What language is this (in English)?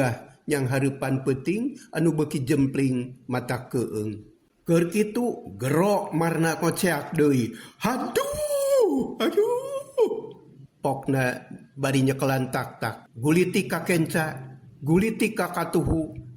Sundanese